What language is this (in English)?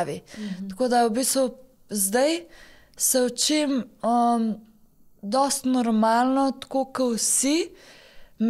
Slovenian